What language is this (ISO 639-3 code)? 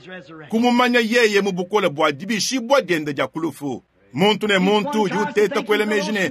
lua